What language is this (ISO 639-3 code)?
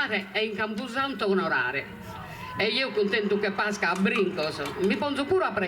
srd